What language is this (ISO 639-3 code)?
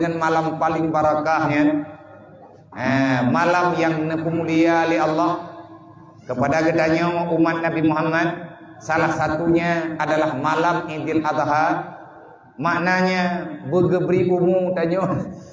ace